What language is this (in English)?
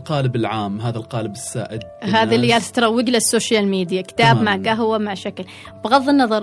Gulf Arabic